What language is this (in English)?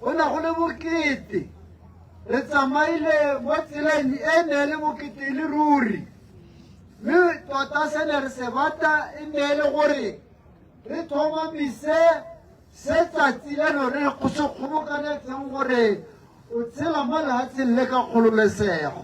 Tswana